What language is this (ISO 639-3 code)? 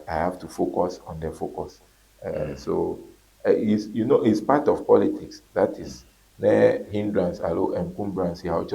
ewe